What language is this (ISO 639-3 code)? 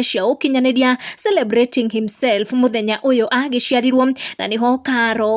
kik